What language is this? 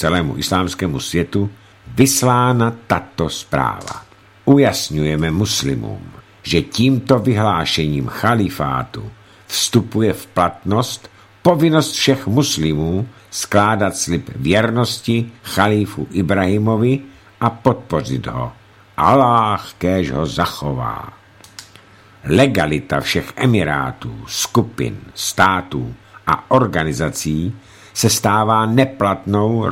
Czech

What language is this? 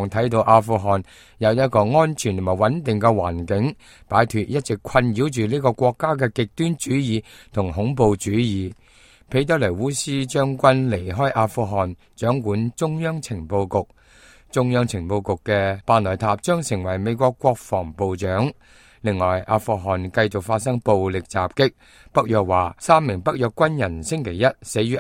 Cantonese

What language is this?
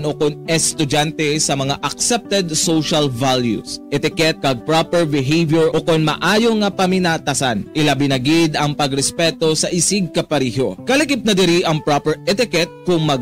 Hiligaynon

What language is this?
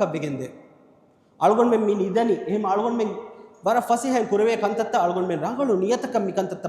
Divehi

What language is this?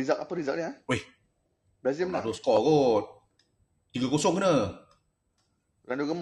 Malay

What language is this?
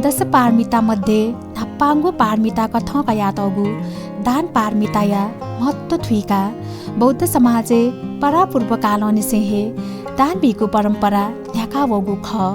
Newari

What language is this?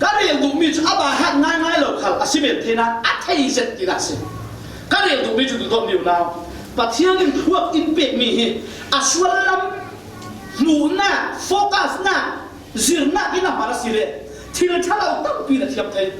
Falam Chin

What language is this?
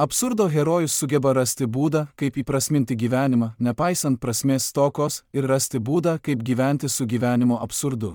Lithuanian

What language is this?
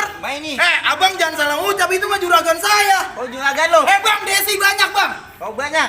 Betawi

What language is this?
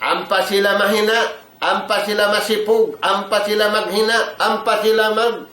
Tausug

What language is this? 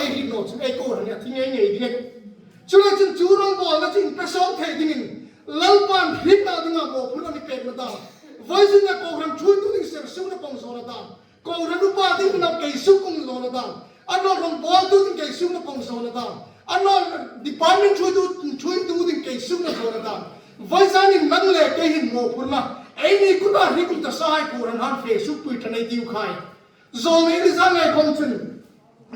Hmar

